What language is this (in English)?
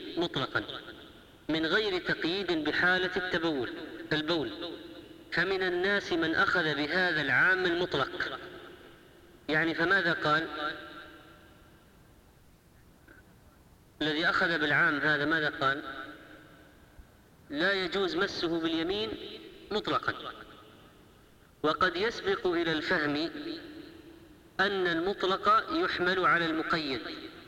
Arabic